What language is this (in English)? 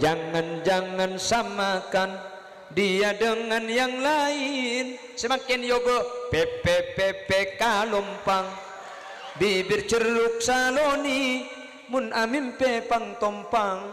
Madurese